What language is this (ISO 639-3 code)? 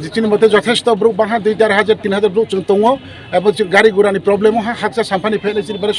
trp